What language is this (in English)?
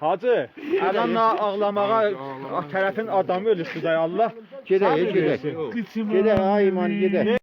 South Azerbaijani